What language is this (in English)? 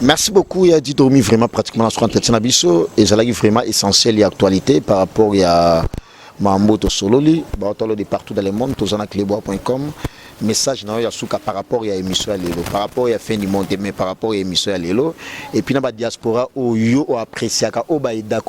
Lingala